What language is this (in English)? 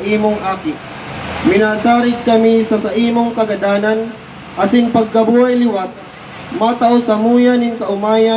Bikol